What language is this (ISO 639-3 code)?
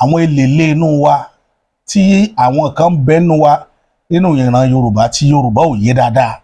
yor